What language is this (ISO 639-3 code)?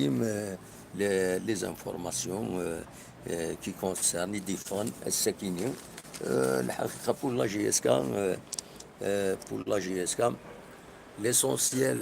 kab